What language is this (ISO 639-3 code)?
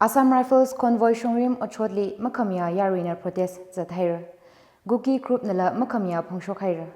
nmf